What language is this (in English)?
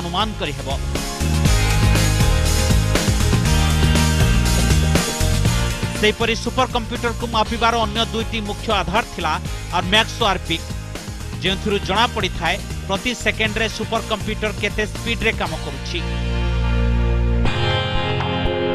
Odia